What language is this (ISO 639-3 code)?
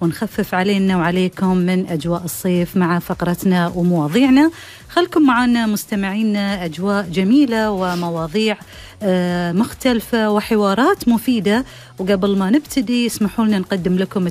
afb